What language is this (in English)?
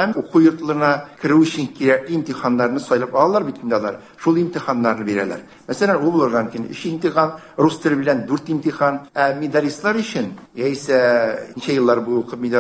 Tatar